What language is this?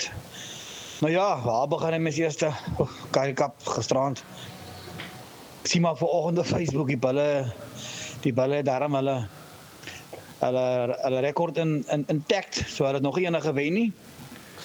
Afrikaans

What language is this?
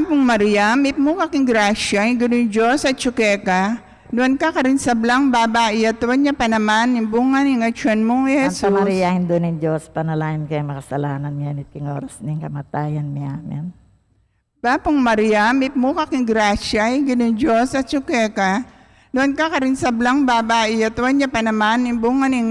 Pampanga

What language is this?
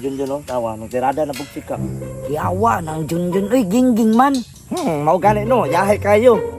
Cebuano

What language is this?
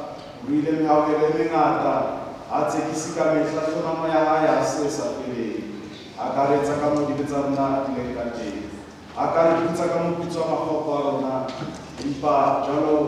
Southern Sotho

